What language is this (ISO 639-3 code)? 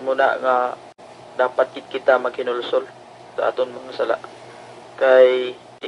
hil